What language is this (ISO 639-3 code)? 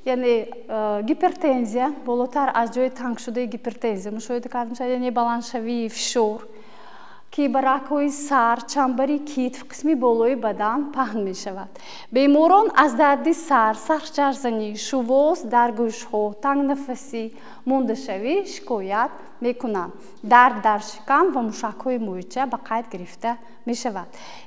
tgk